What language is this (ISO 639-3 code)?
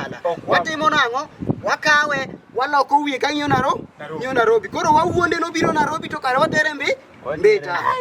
luo